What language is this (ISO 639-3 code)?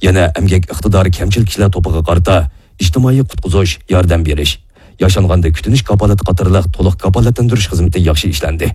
uig